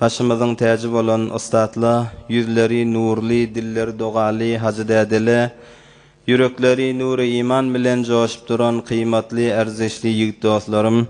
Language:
Turkmen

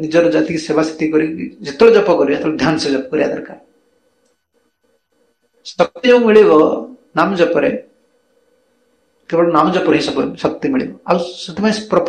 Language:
Odia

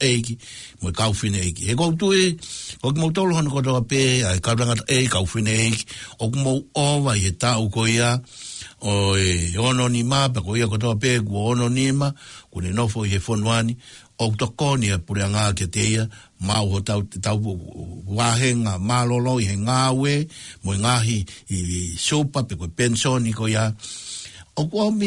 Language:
Tongan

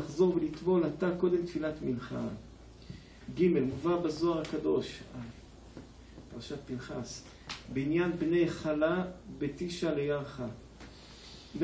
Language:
Hebrew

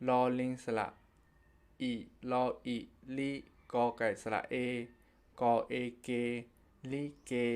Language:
Shan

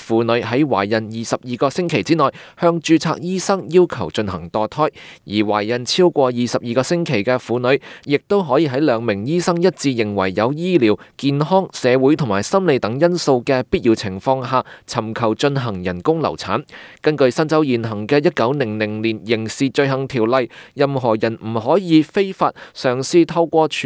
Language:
Cantonese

